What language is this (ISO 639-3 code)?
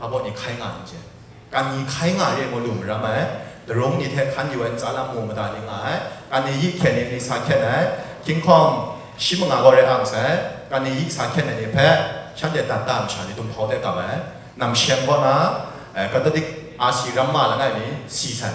kac